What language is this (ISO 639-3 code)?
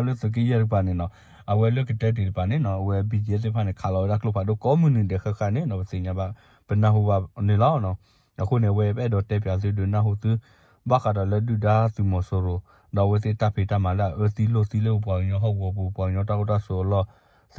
ksw